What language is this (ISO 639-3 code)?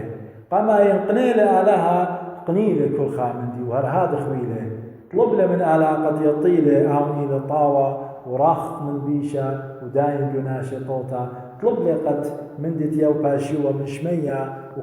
aii